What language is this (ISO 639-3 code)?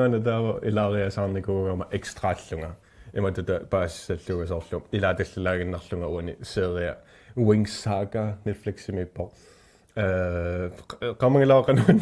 kal